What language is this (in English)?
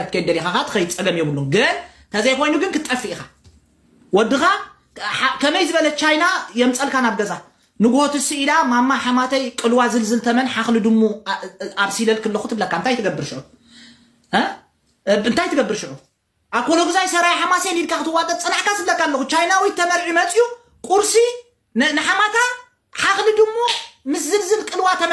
Tigrinya